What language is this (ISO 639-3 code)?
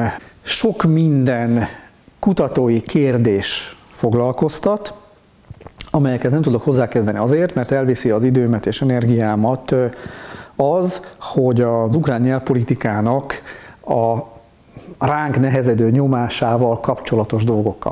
hun